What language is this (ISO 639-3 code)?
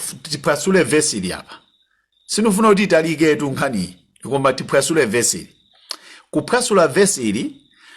nya